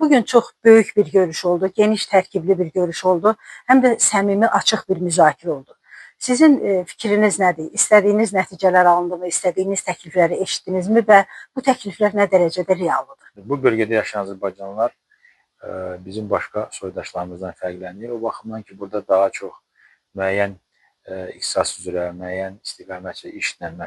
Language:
Azerbaijani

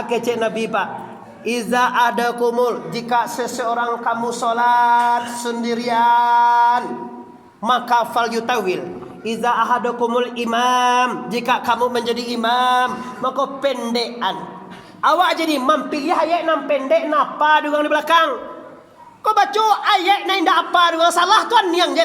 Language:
Minangkabau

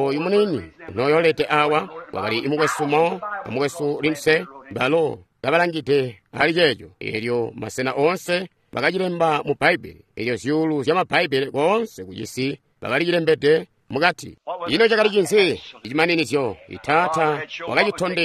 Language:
Tonga (Zambia)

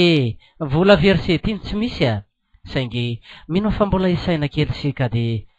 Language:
Malagasy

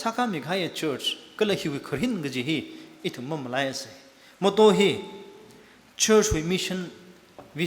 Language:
Tangkhul Naga (India)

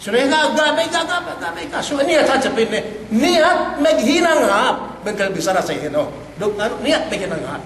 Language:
Yakan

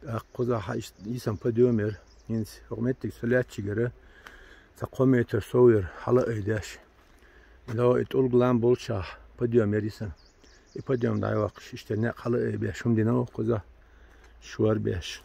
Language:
Chechen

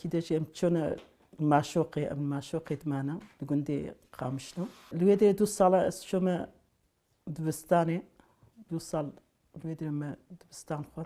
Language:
Kurdish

